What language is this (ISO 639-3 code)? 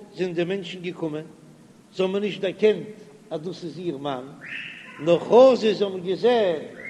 yid